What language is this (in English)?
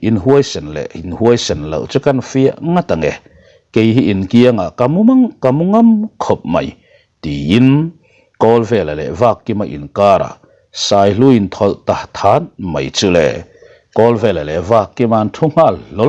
Mizo